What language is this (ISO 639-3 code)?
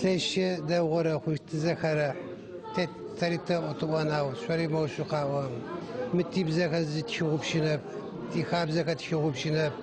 ady